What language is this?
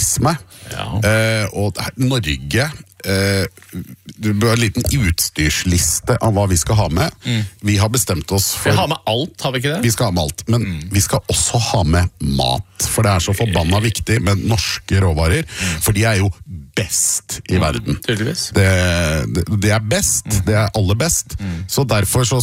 Norwegian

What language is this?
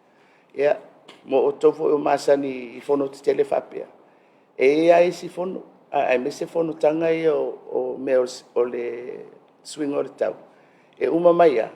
Samoan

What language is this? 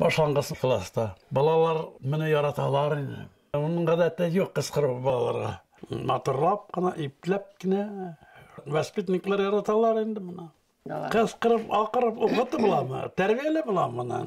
Bashkir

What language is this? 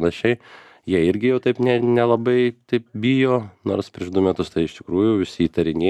Lithuanian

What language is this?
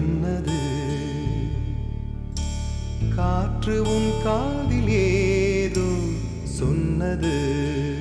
Tamil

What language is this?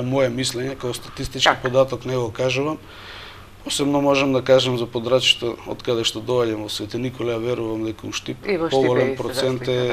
Macedonian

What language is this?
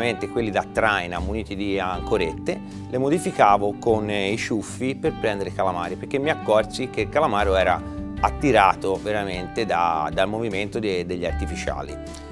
Italian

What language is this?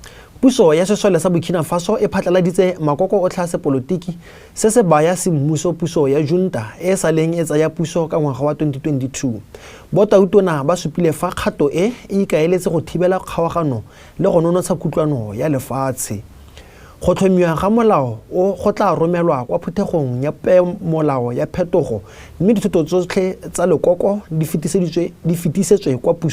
Tswana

